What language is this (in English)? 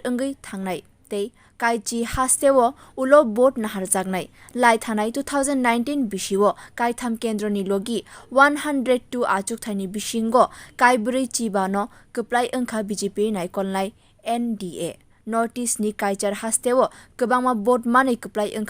Kok Borok